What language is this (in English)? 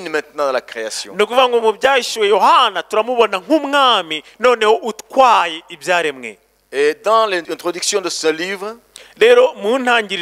Kinyarwanda